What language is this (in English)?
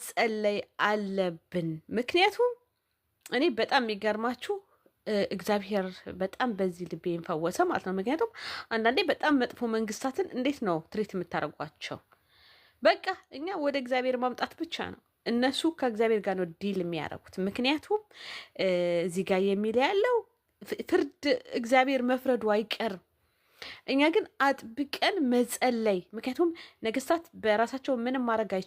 Amharic